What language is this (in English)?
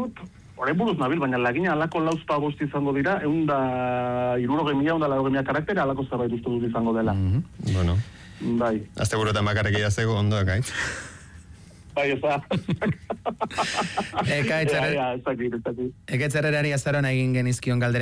Basque